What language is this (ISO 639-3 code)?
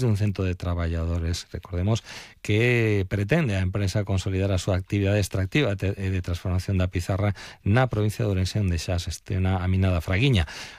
glg